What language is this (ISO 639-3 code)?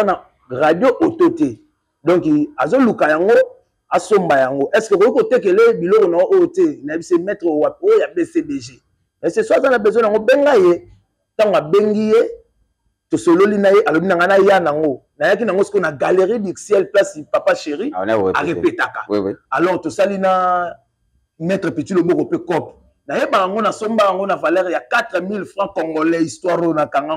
lin